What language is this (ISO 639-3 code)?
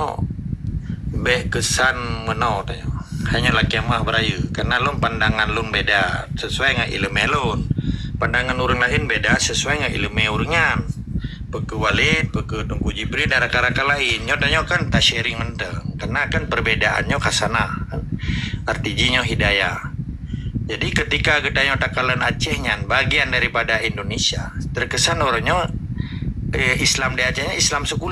ace